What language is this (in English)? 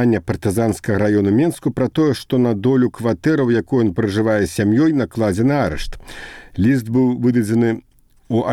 Belarusian